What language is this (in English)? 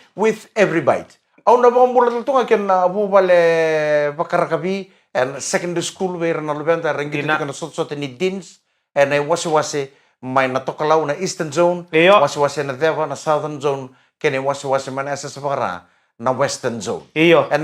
Fijian